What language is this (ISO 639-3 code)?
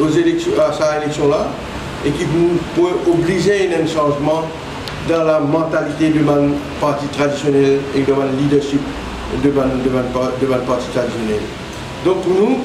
mfe